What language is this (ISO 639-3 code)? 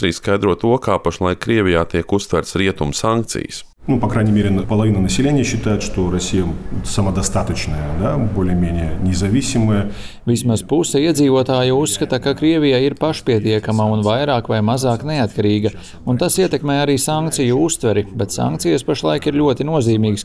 lav